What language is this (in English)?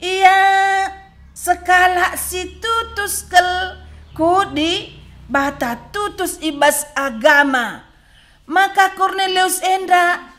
Batak Karo